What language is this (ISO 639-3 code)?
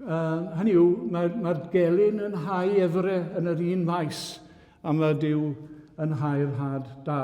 cym